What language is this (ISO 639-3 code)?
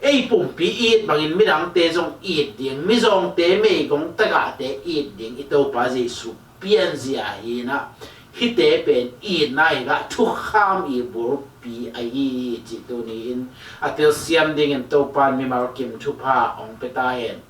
ctd